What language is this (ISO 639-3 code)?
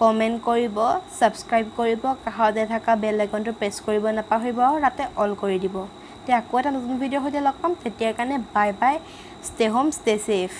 asm